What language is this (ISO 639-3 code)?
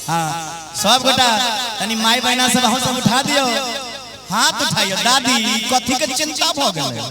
mai